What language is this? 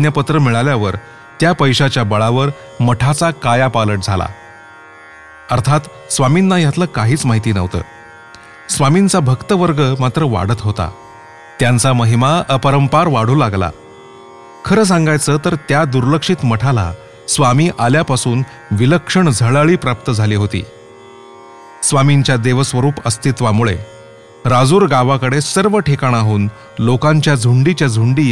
Marathi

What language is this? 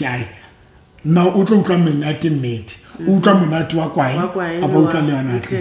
Southern Sotho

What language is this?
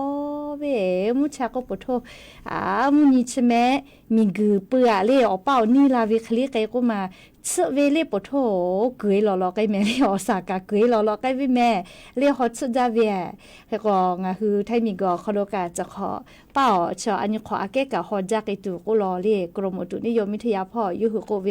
Lahu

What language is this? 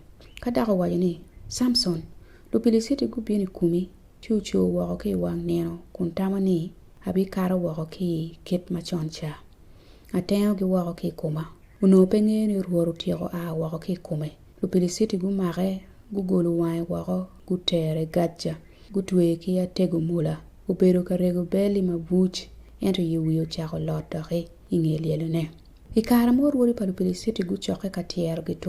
Acoli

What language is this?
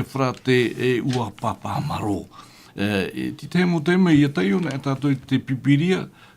Tahitian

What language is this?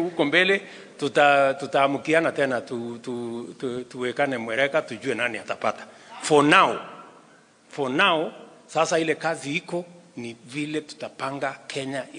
Swahili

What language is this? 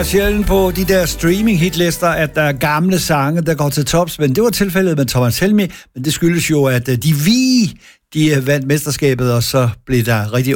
Danish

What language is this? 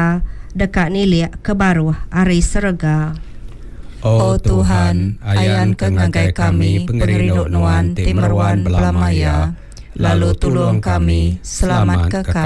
Iban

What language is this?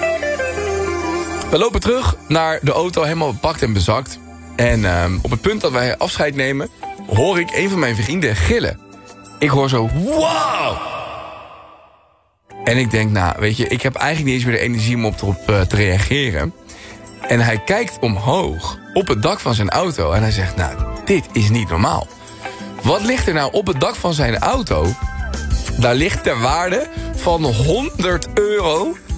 Dutch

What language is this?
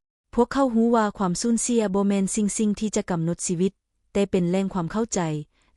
Lao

